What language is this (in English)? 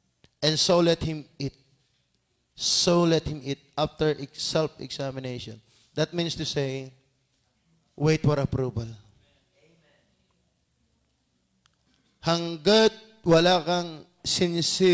Filipino